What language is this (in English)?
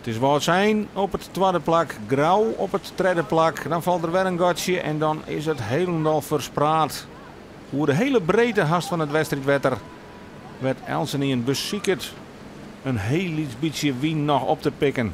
Western Frisian